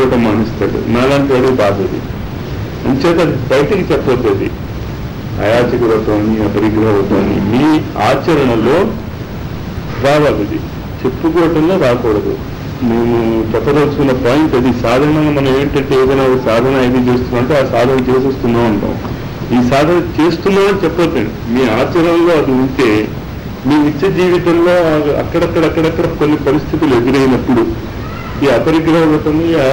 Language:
Telugu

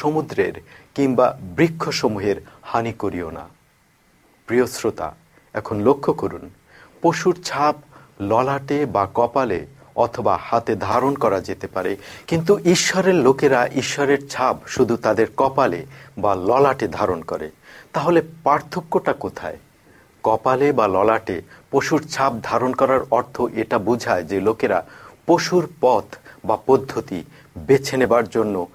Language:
Bangla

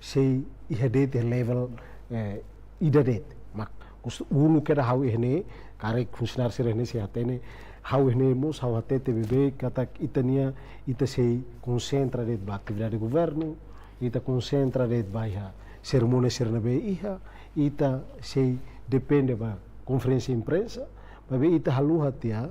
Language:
Tetum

